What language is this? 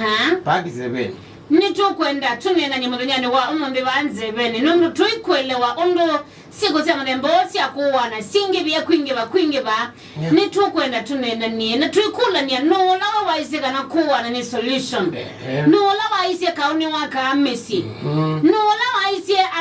Kamba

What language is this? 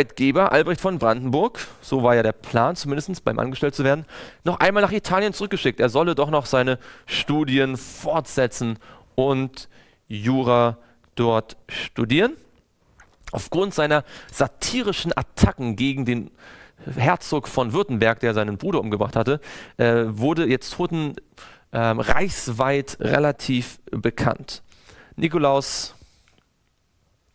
German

